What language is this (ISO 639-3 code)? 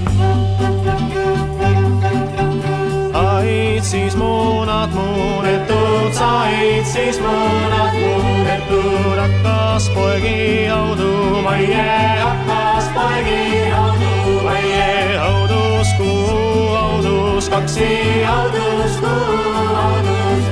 est